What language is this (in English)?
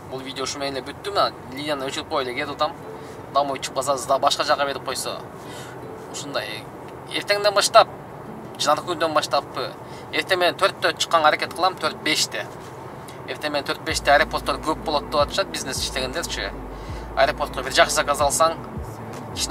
Kyrgyz